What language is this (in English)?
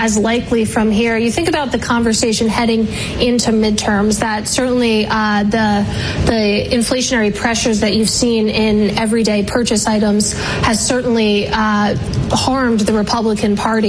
English